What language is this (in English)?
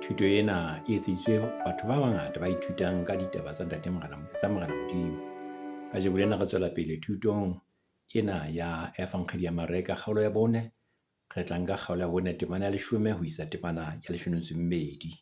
Southern Sotho